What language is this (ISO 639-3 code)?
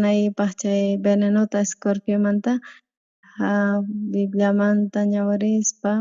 quh